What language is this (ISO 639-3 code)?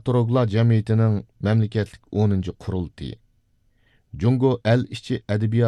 uig